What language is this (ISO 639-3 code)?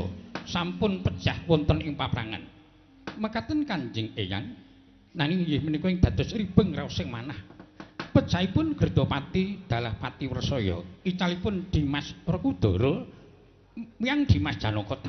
jav